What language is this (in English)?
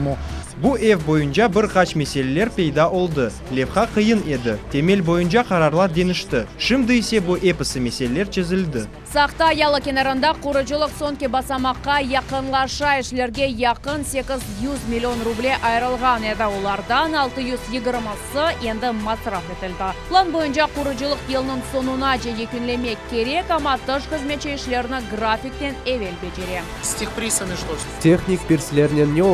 Crimean Tatar